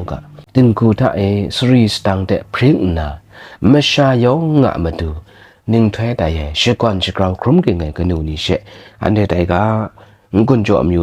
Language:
Kachin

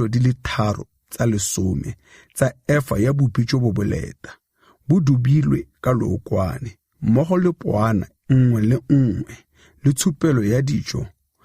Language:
Tswana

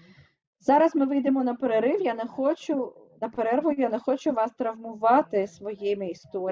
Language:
Ukrainian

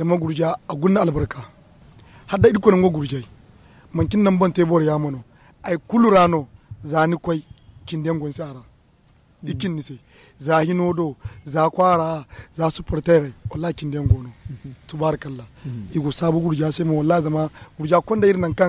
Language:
Zarma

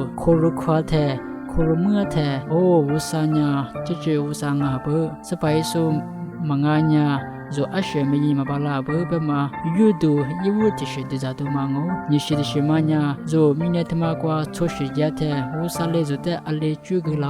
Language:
Lisu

